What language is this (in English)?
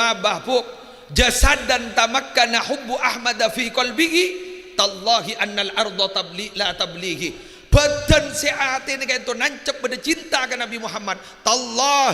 Madurese